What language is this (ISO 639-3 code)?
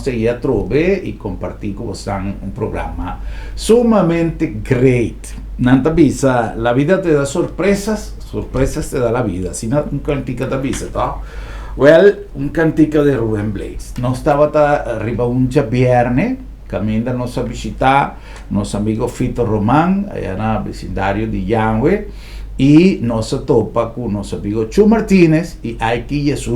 pap